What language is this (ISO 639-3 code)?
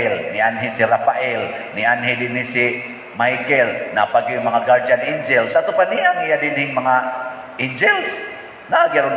ceb